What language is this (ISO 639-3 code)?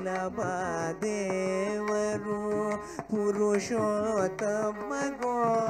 kan